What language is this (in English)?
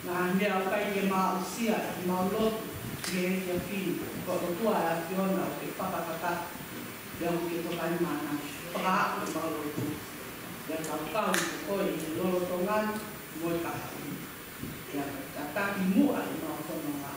Tongan